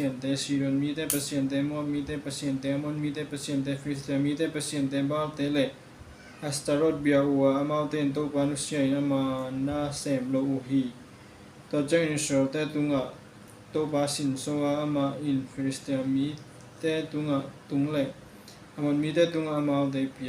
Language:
Tedim Chin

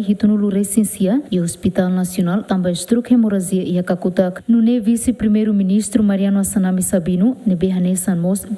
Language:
Tetum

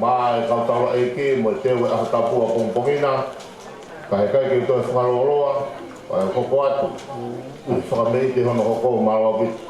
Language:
Tongan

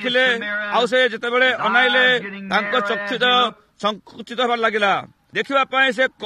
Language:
Odia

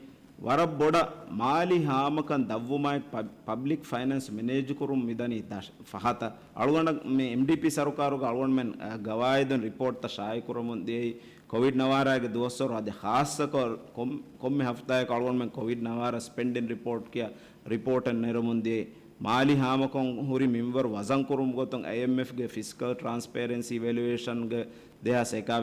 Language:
Divehi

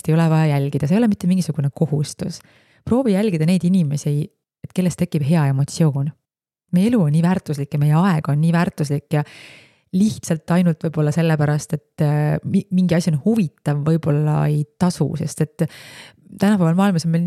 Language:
Estonian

